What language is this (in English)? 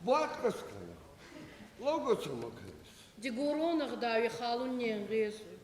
Ossetic